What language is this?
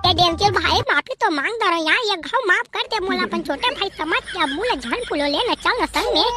Chhattisgarhi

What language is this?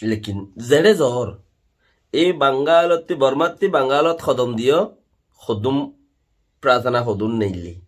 Rohingya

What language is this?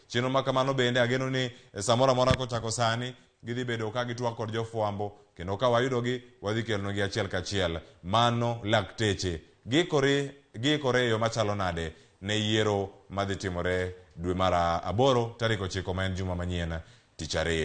Luo (Kenya and Tanzania)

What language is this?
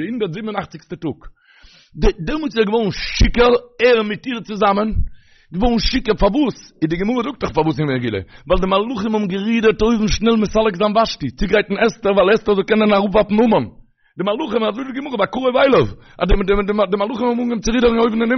Yiddish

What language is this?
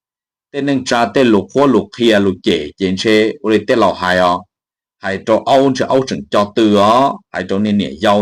Hmong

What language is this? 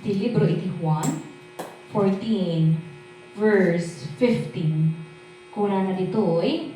Iloko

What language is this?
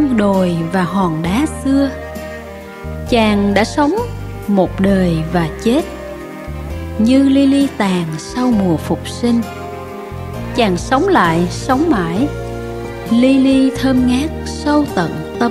Vietnamese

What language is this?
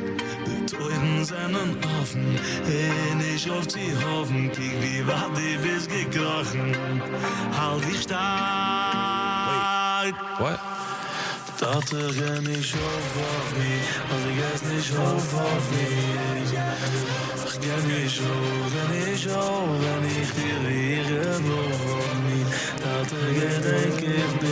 Yiddish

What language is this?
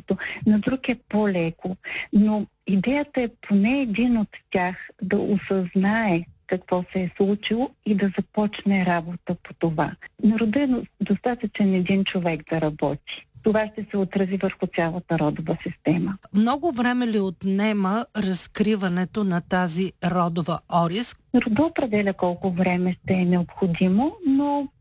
Bulgarian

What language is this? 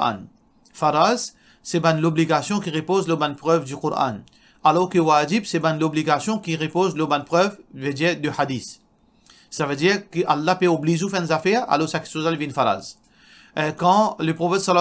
Morisyen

